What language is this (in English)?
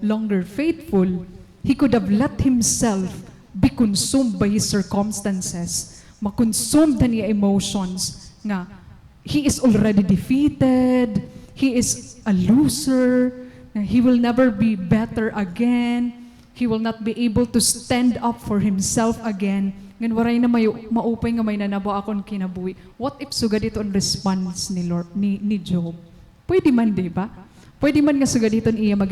Waray